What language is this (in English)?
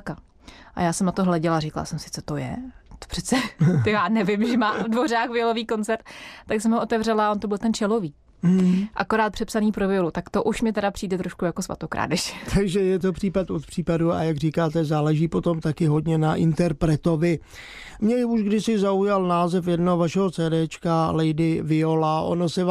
Czech